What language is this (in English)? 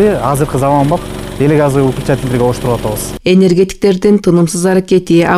Kyrgyz